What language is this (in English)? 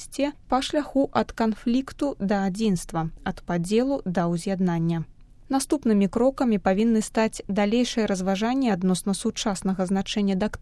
Belarusian